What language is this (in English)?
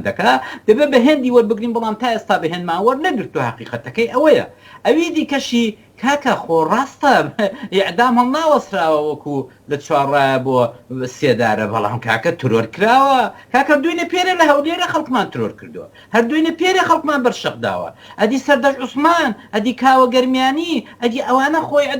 Central Kurdish